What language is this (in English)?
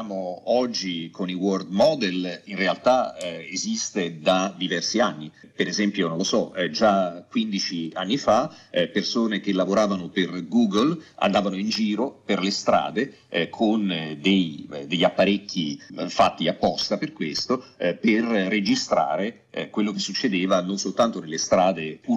Italian